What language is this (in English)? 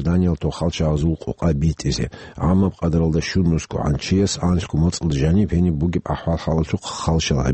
Avaric